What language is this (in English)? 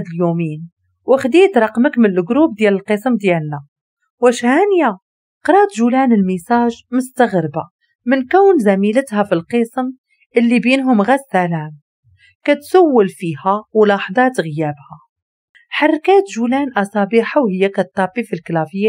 Moroccan Arabic